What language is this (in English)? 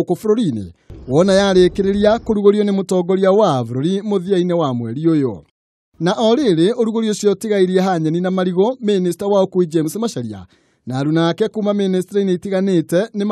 Kikuyu